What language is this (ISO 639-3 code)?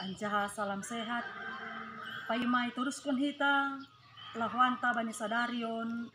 bts